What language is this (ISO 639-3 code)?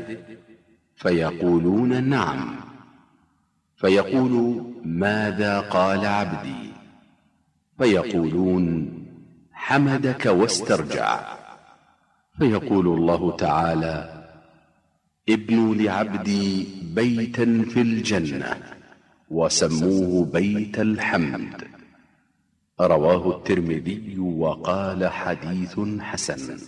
ara